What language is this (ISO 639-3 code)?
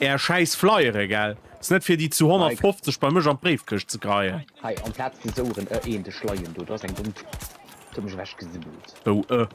ltz